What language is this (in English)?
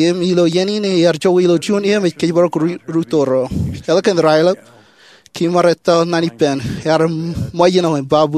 Marshallese